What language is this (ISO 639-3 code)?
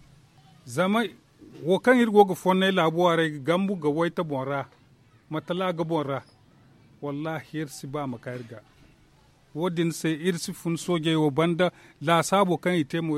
dje